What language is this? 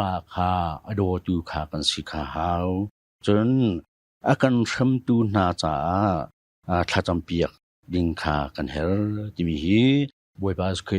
Hakha Chin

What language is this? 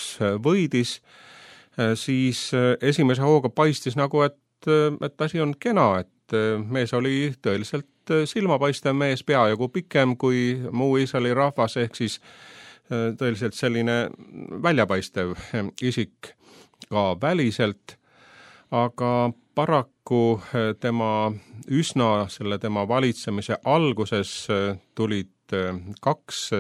Estonian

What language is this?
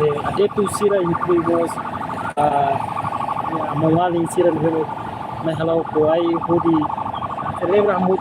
Tetum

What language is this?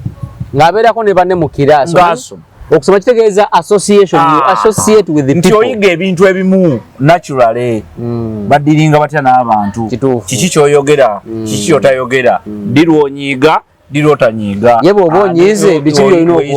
Ganda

